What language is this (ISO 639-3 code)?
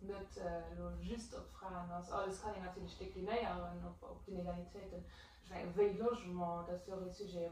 ltz